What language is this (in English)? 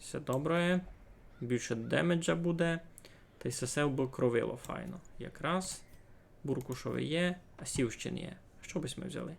Rusyn